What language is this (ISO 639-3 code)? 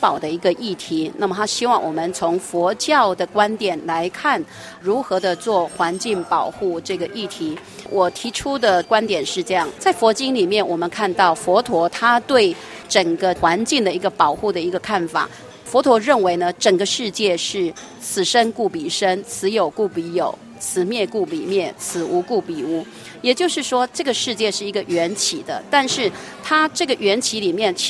zho